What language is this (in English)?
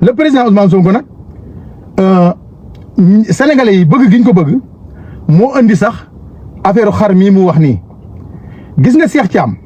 Wolof